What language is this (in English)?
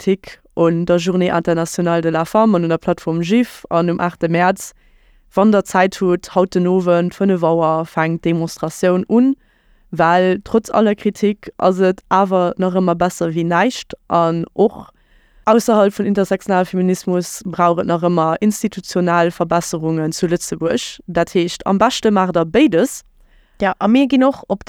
Luxembourgish